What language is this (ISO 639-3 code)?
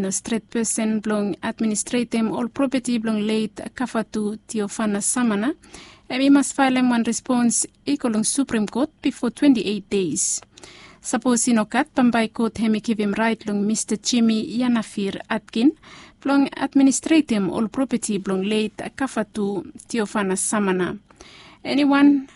bis